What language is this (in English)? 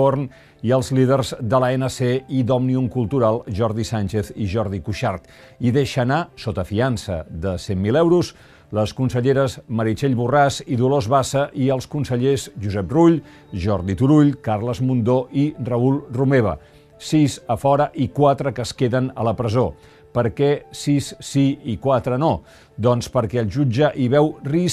Catalan